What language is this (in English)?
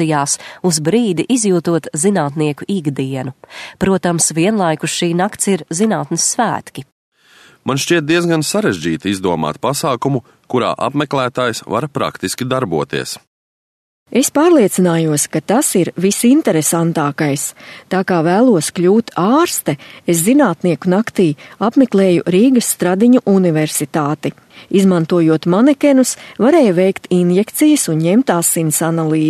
Latvian